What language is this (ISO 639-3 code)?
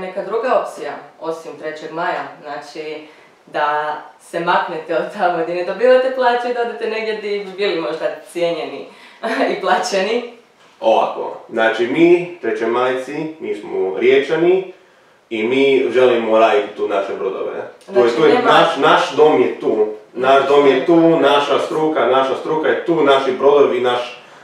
hrv